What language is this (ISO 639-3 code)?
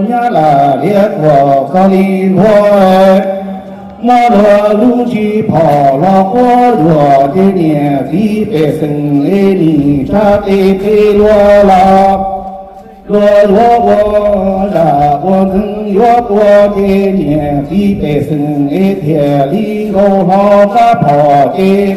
hmn